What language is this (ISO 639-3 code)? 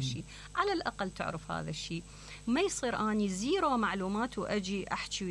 acm